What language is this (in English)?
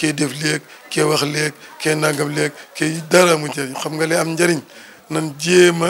Wolof